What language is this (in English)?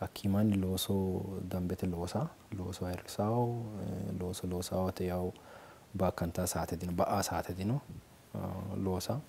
Sidamo